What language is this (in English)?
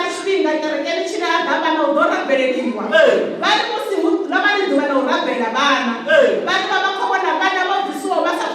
Venda